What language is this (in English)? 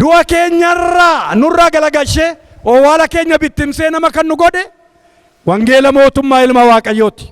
Oromo